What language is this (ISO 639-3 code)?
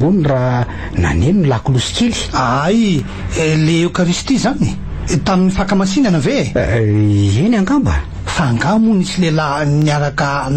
mlg